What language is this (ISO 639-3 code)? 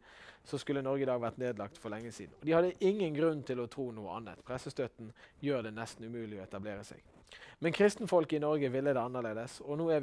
nor